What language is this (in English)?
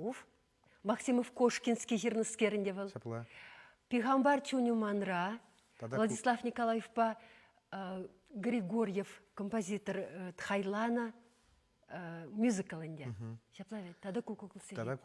Chuvash